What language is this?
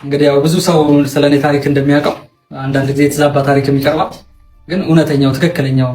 Amharic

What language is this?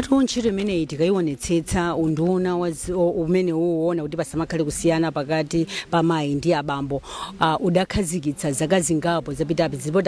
Nyanja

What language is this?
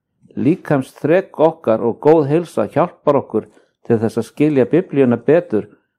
Icelandic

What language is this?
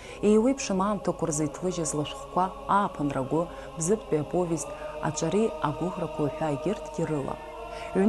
Abkhazian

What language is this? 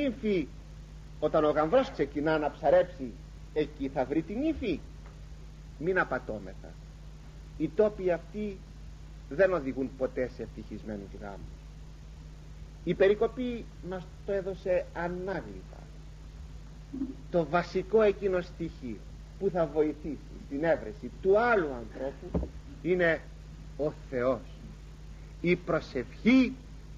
Greek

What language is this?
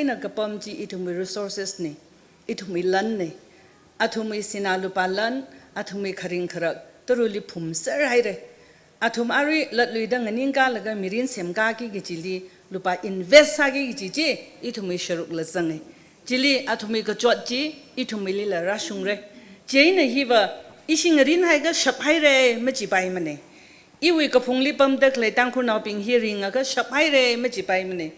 Tangkhul Naga (India)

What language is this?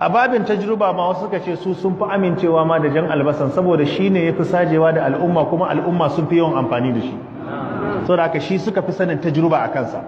Hausa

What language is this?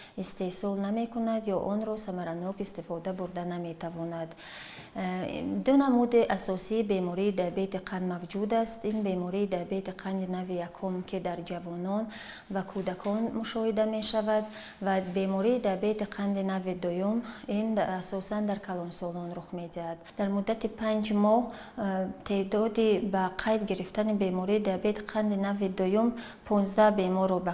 Tajik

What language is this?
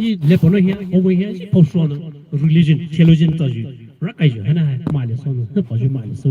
Poumei Naga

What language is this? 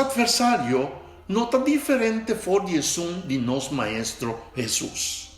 Papiamento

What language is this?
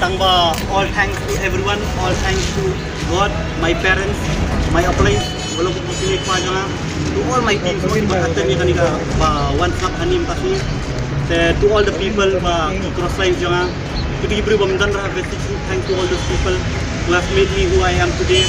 Khasi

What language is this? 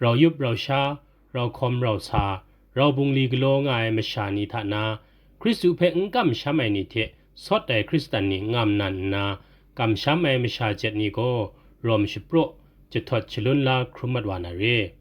Kachin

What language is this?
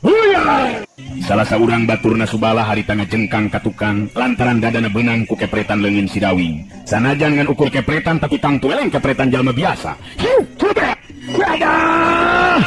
Sundanese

